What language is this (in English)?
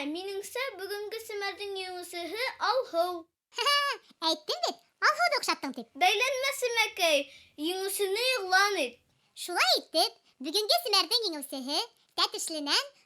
Bashkir